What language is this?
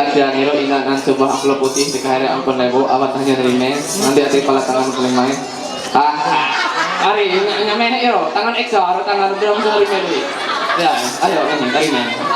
Ma'anyan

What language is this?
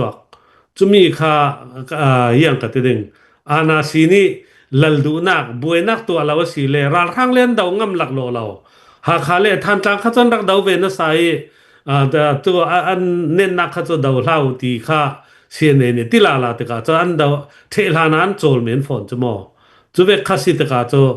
Hakha Chin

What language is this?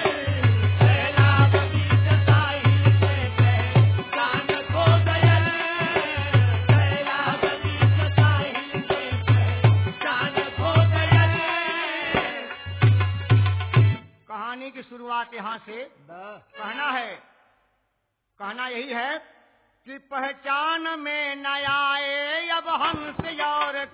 Bhojpuri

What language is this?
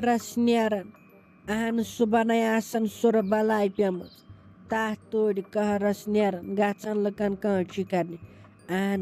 Kashmiri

